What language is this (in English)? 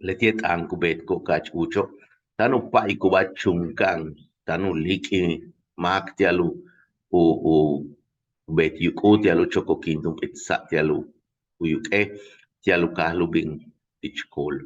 Yucateco